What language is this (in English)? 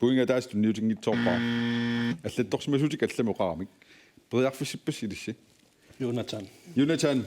Kalaallisut